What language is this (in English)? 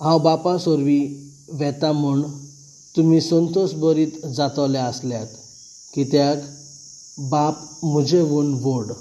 Konkani